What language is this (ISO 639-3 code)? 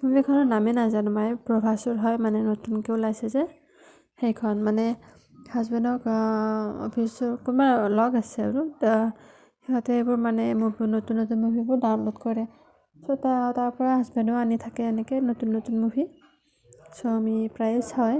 asm